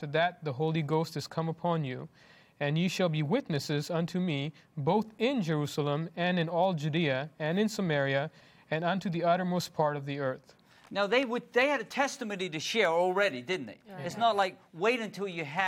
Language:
English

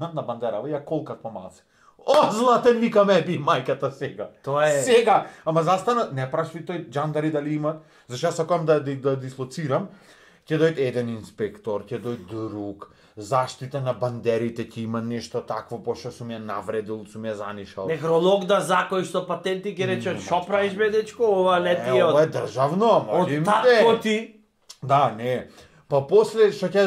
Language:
Macedonian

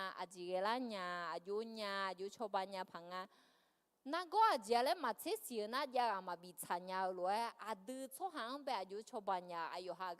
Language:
Akha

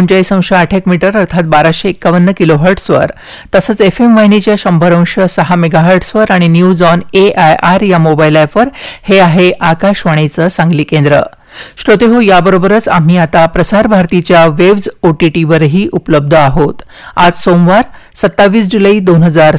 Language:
Marathi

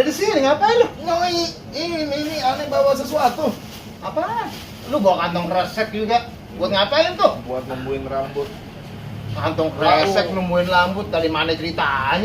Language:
Betawi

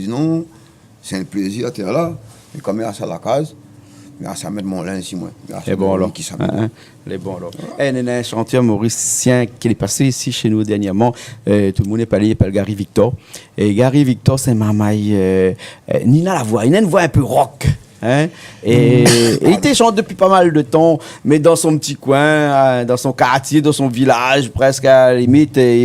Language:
Réunion Creole French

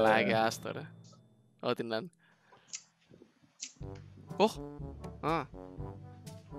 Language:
Greek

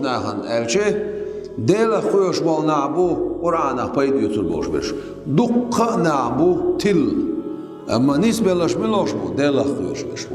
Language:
Chechen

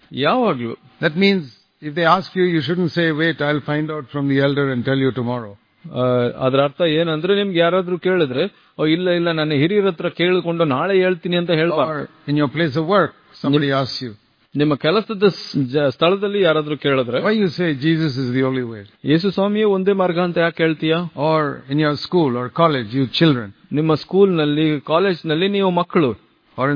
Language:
Kannada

